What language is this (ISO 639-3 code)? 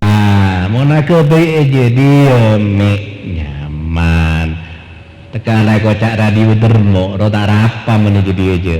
mad